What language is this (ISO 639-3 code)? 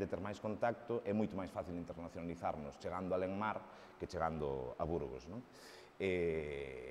glg